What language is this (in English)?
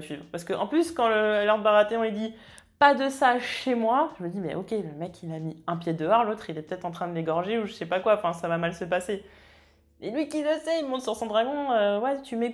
French